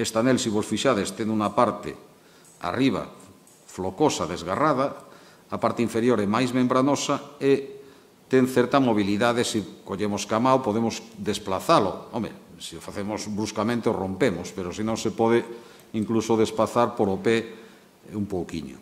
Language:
Galician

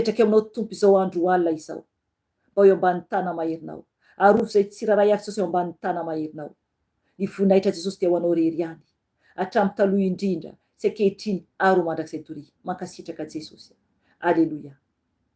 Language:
Malagasy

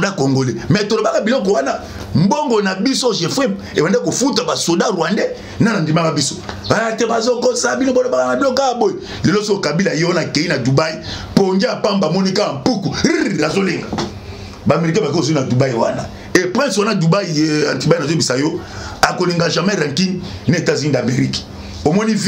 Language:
Lingala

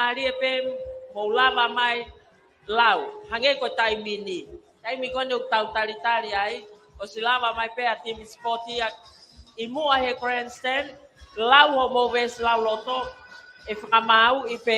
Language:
Tongan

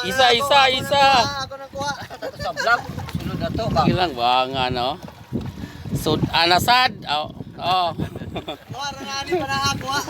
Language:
Cebuano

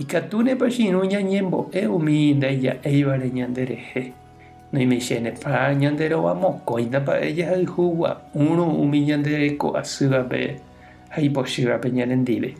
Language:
Guarani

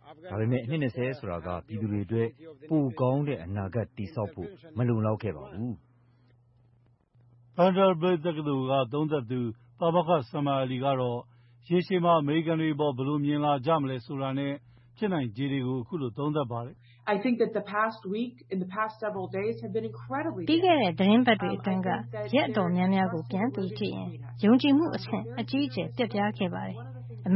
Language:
Burmese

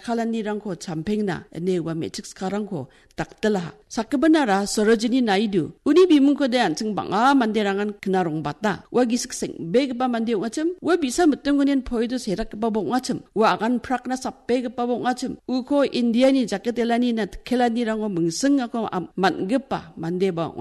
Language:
Garo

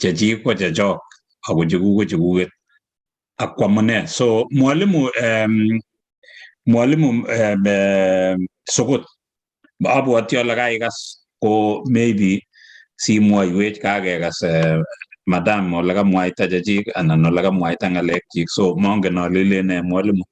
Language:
Kalenjin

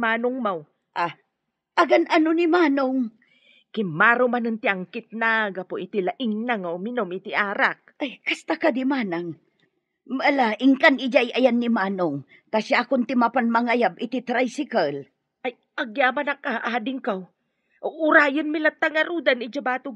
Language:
Iloko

